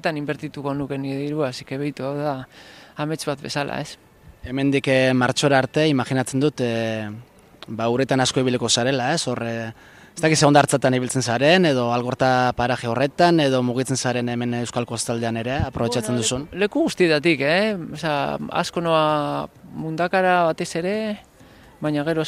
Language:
Basque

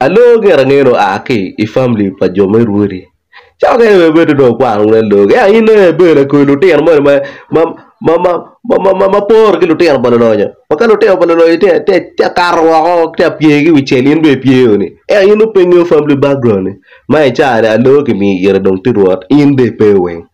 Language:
Acoli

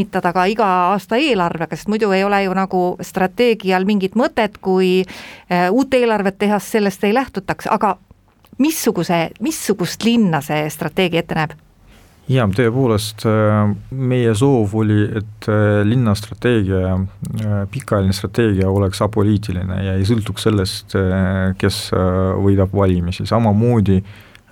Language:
Estonian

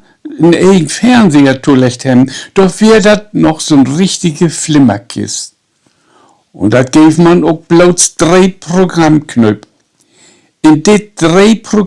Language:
Low German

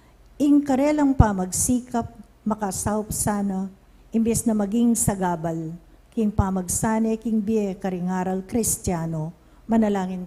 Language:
Pampanga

